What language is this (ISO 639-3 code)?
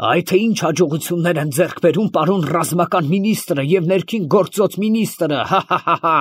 hye